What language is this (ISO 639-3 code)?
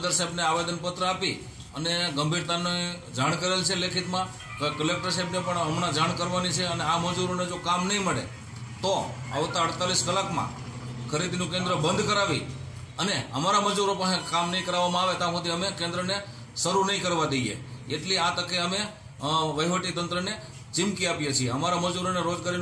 guj